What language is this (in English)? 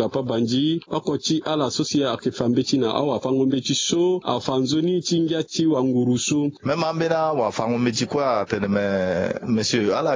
Sango